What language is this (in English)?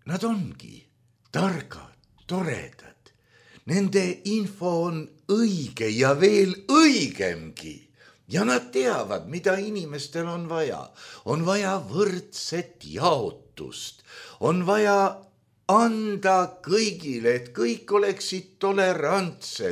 Estonian